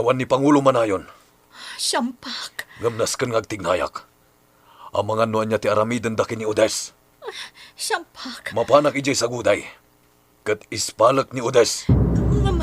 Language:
Iloko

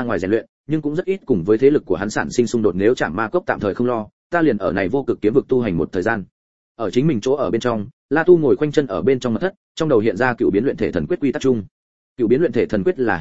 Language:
Vietnamese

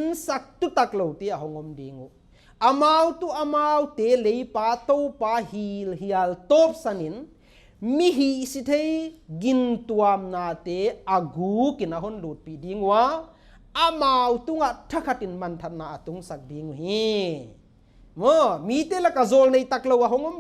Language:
Paite Chin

